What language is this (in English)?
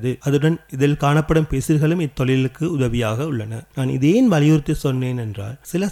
Tamil